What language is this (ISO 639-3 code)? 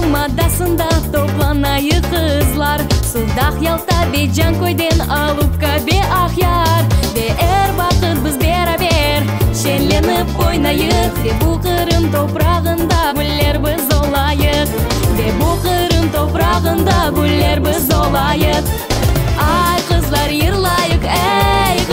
crh